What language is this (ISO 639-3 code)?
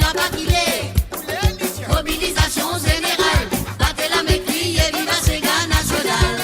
mfe